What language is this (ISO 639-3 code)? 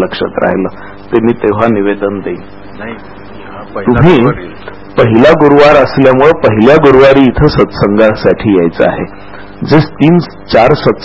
mar